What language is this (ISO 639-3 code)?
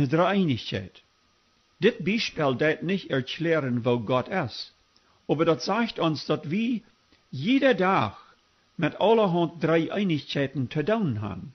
pdt